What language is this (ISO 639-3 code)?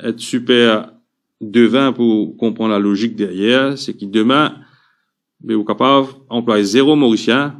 mfe